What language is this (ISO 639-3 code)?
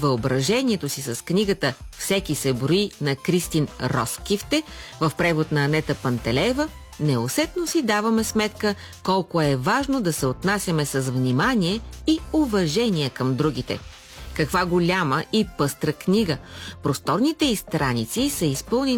bul